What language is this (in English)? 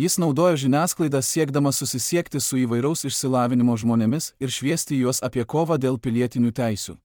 Lithuanian